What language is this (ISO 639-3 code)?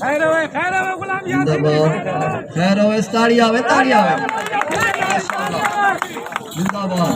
skr